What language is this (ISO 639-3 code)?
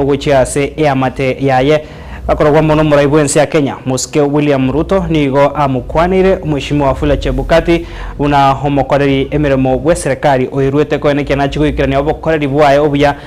guz